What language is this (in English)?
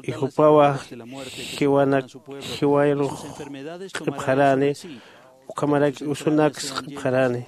Aymara